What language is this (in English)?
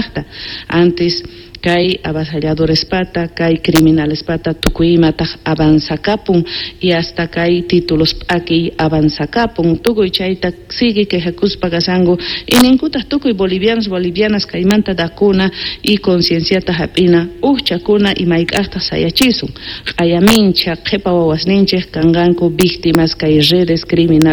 South Bolivian Quechua